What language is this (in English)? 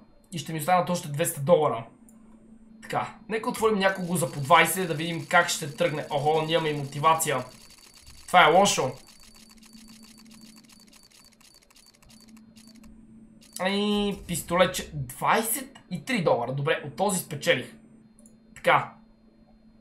Bulgarian